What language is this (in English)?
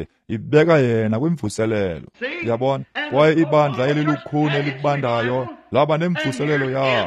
Xhosa